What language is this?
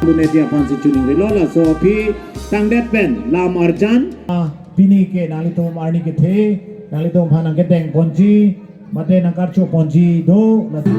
Karbi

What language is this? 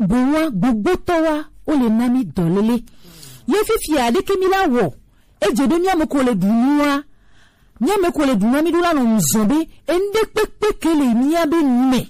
Gen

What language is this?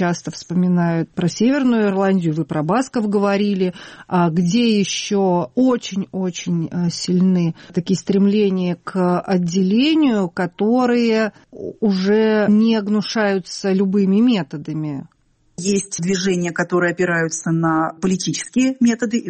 Russian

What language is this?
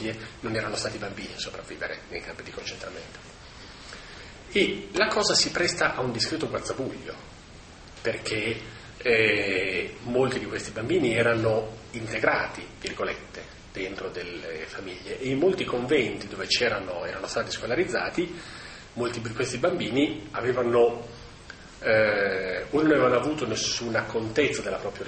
Italian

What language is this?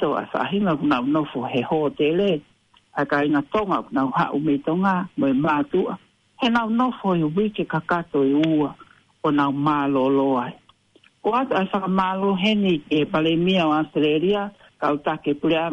Tongan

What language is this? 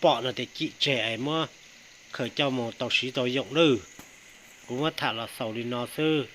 Hmong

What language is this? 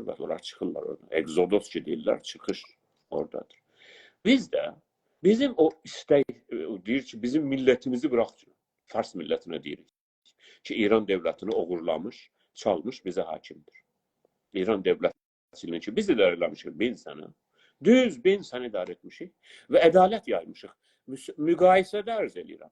South Azerbaijani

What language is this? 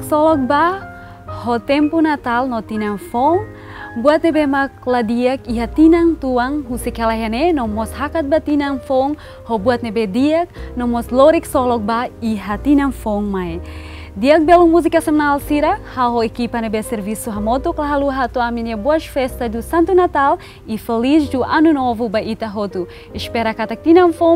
Tetum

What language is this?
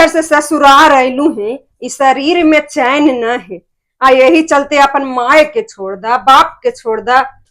Magahi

